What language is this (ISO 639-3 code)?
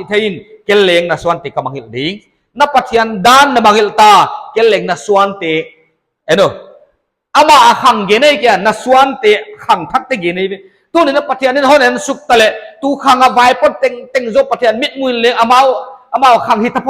pck